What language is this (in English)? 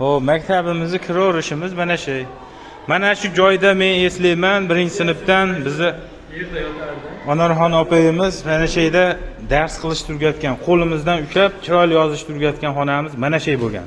Uzbek